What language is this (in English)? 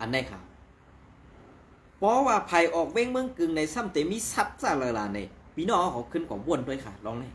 Shan